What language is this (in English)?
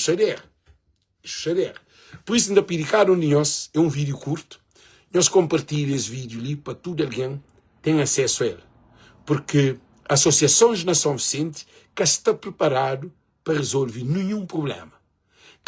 Kabuverdianu